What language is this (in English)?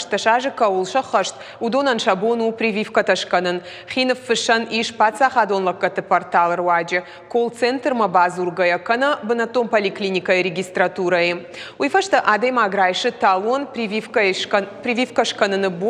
Ossetic